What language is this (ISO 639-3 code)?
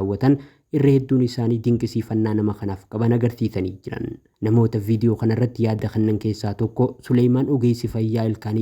orm